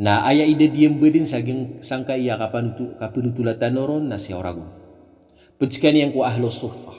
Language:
Maranao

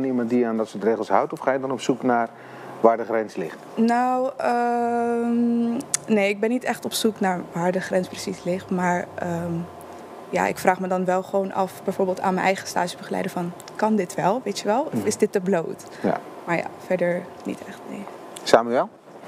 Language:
Dutch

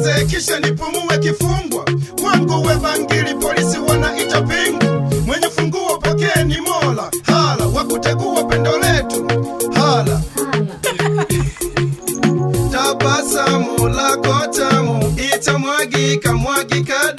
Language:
Swahili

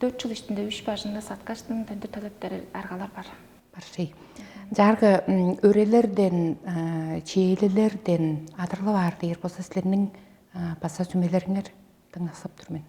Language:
Tuvinian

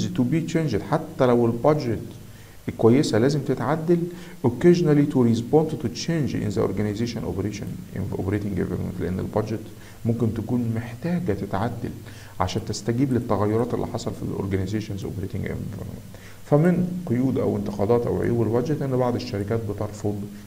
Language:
Egyptian Arabic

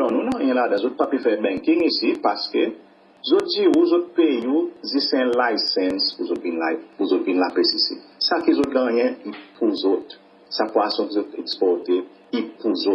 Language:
Seselwa Creole French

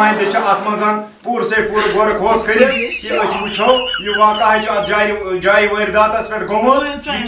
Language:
Kashmiri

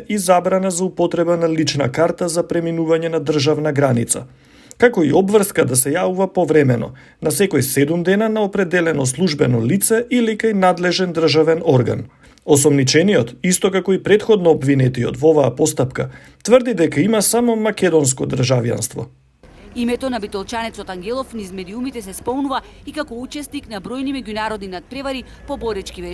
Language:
Macedonian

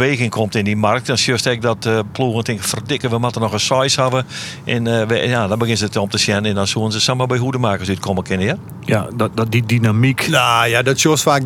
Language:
Western Frisian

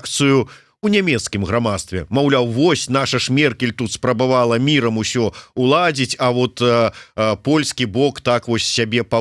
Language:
Belarusian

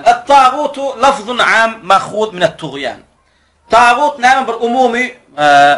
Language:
Turkmen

